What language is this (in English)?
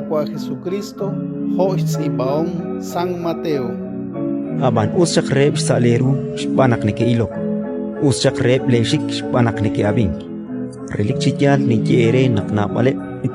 Kekchí